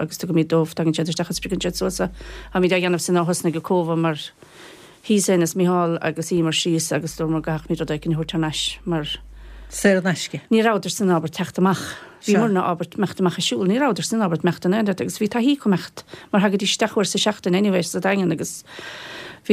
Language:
Irish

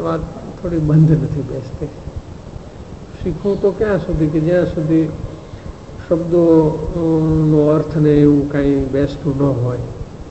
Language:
Gujarati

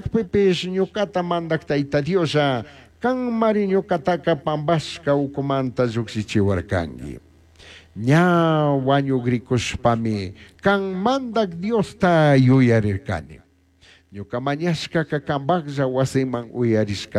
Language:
Chimborazo Highland Quichua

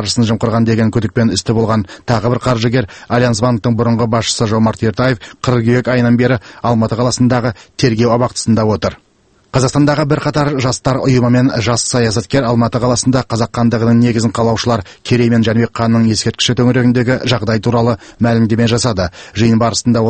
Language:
Kazakh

